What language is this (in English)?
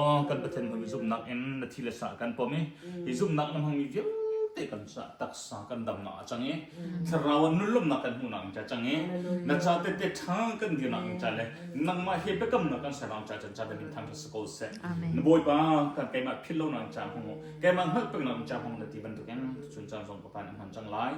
Hakha Chin